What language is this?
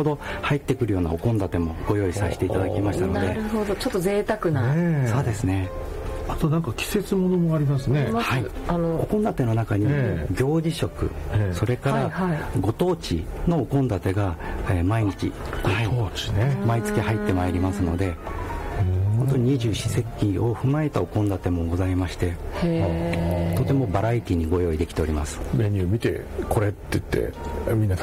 Japanese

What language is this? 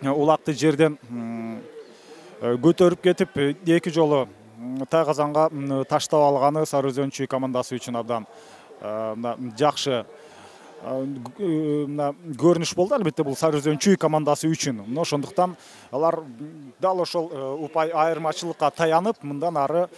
Kyrgyz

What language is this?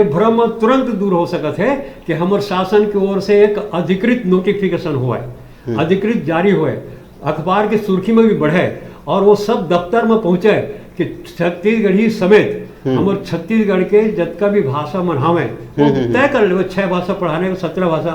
Chhattisgarhi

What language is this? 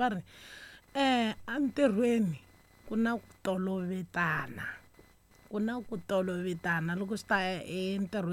Tsonga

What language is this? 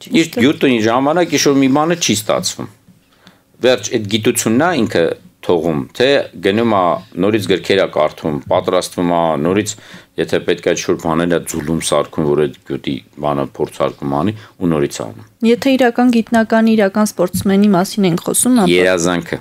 Armenian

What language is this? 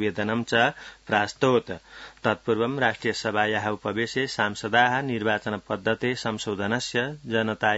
Sanskrit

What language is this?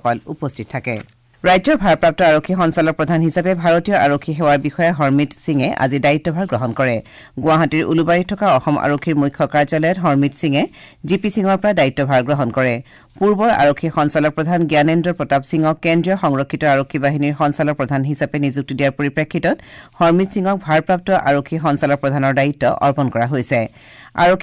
Assamese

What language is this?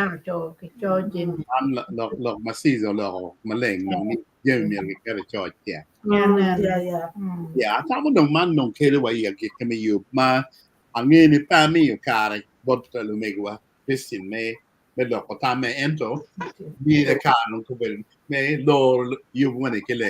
Acoli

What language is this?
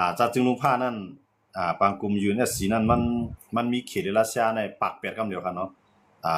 Shan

